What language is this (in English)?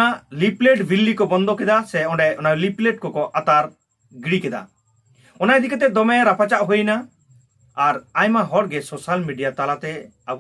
Santali